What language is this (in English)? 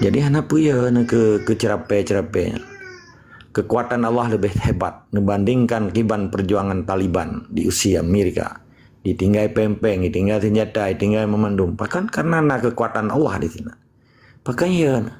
Achinese